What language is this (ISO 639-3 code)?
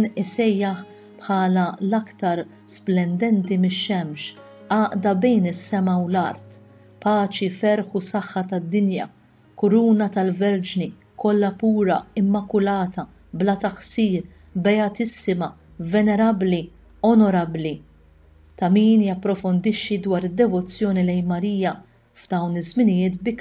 mlt